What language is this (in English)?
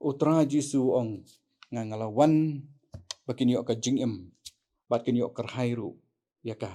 Khasi